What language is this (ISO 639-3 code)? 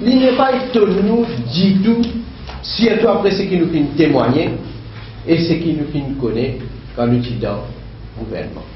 mfe